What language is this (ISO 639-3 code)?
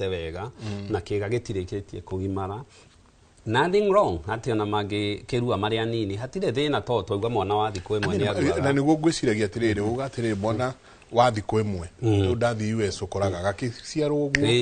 kik